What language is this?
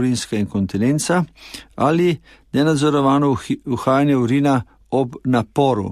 Slovenian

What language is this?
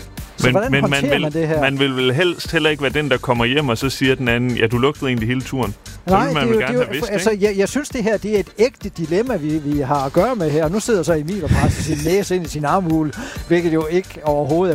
Danish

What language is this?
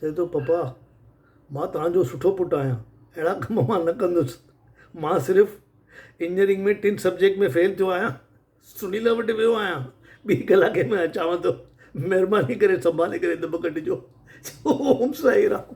Sindhi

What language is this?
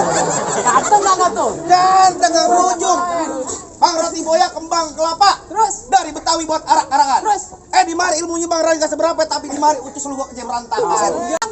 Betawi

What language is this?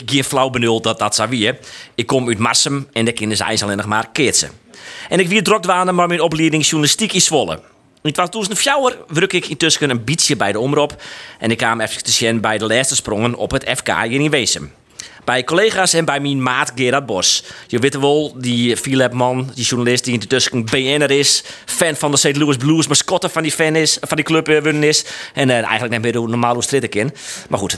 Western Frisian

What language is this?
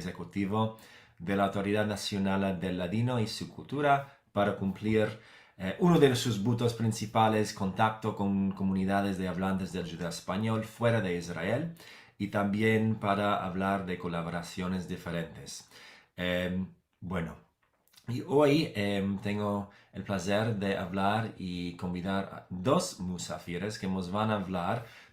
Ladino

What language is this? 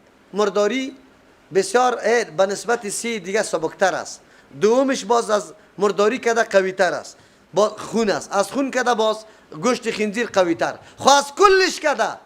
Persian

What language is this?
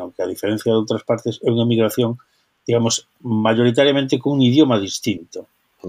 Galician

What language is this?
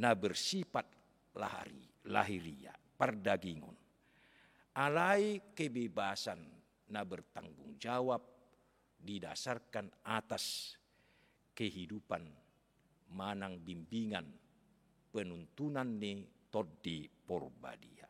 Batak Toba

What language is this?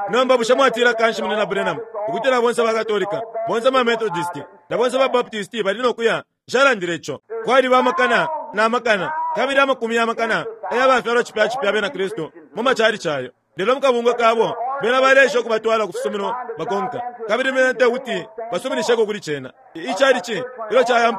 Bemba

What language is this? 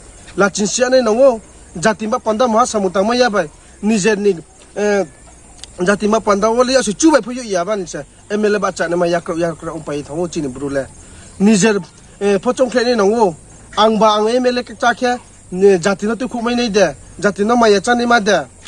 Riang (India)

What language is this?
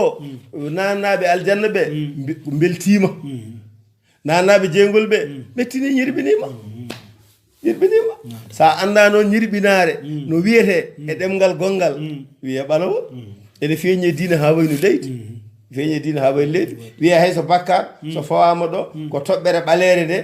Fula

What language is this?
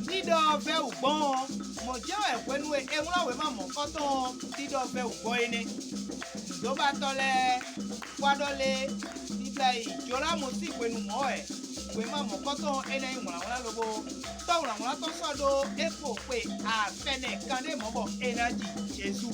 Fon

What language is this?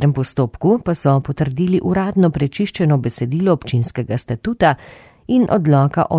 Slovenian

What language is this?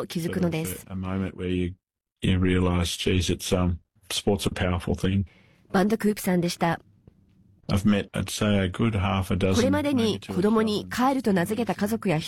Japanese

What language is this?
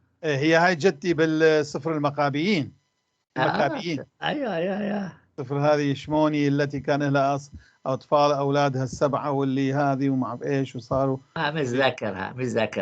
North Levantine Arabic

